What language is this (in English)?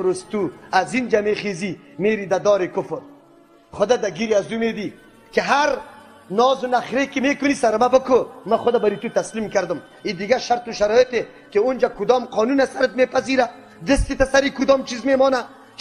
Persian